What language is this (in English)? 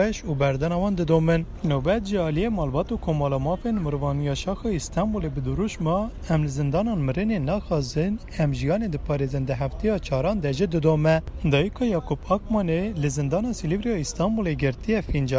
Kurdish